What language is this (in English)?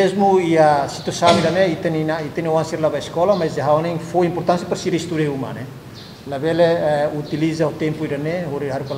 Tetum